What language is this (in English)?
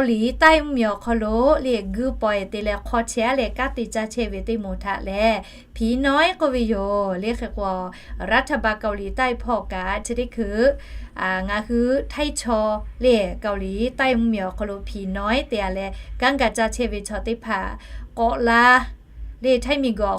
Lahu